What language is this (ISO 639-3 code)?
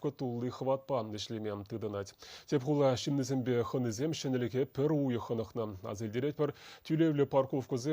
chv